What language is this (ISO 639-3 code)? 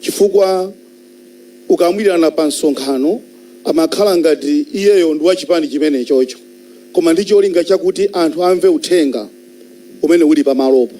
nya